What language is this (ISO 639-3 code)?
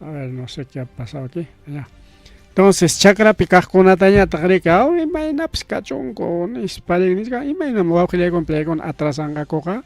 quy